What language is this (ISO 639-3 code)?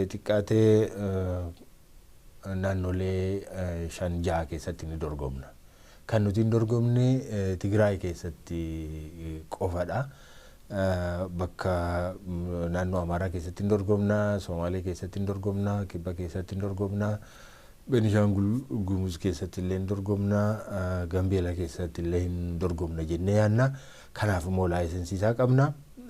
orm